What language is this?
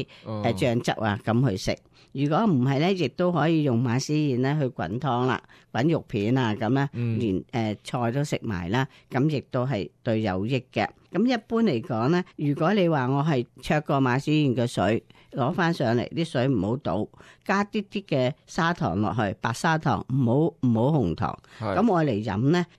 Cantonese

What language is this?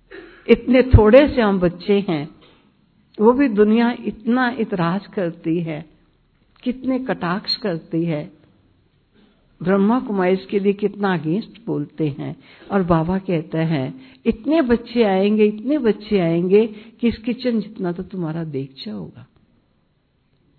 Hindi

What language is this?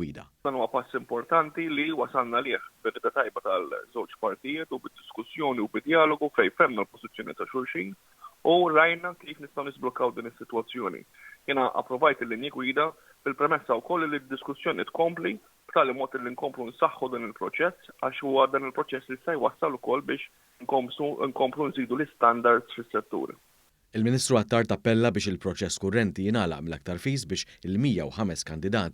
Maltese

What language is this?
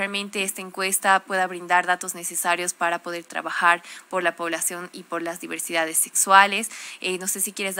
Spanish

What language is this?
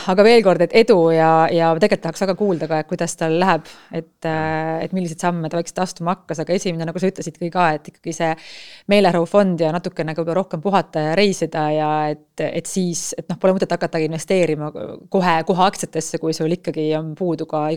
Estonian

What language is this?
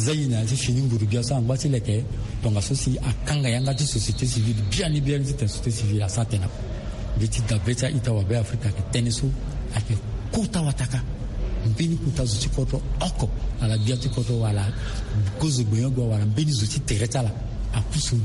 Sango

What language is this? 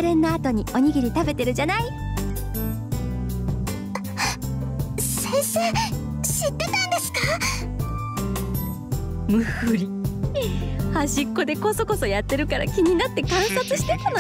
Japanese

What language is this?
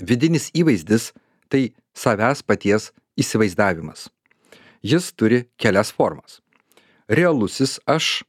Lithuanian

